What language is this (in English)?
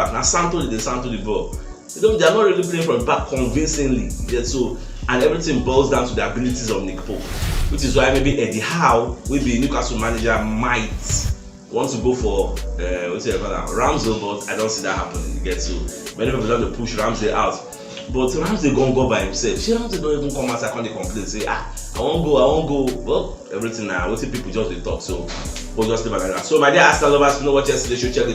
Nigerian Pidgin